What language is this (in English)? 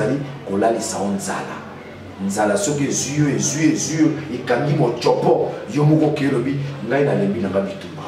Lingala